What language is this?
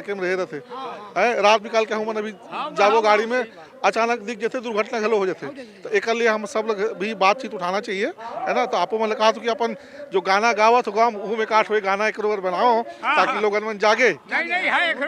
Chhattisgarhi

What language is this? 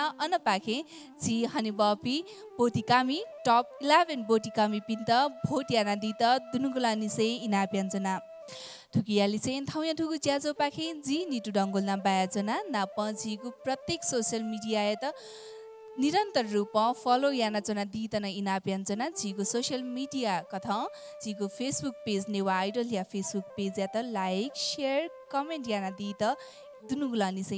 Newari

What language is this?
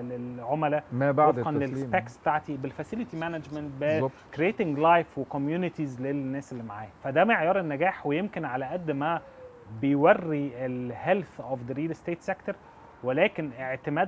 Egyptian Arabic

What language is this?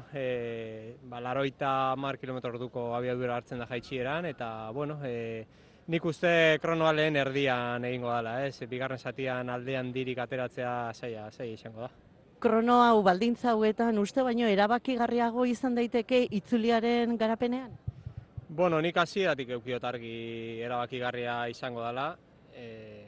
Basque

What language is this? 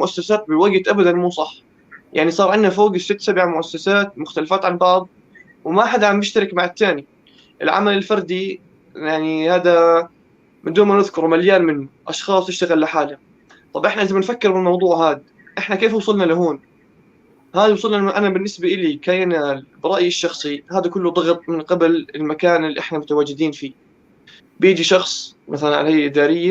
North Levantine Arabic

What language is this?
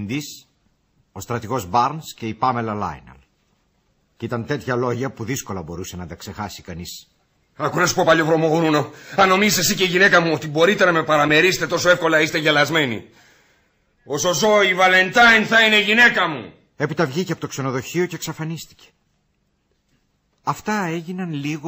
Greek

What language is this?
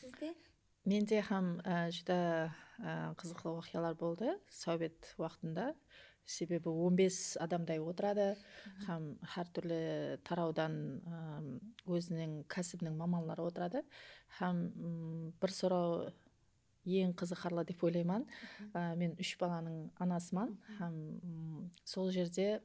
Kara-Kalpak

